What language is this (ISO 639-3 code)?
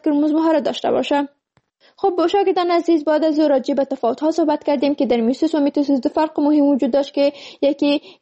fas